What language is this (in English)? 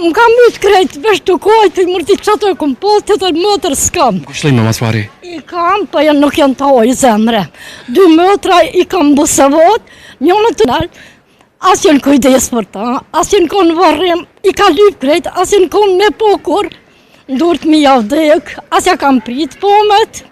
Albanian